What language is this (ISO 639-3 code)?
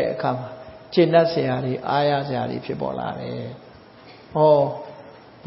mya